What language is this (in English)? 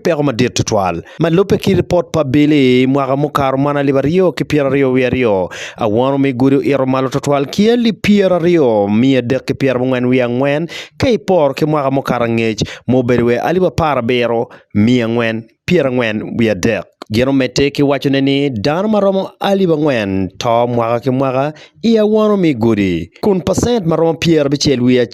Acoli